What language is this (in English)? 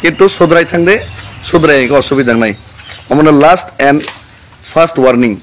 Kok Borok